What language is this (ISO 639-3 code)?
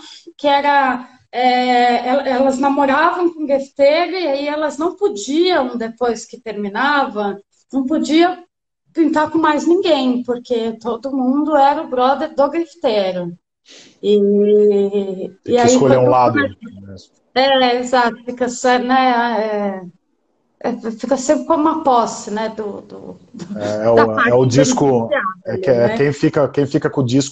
por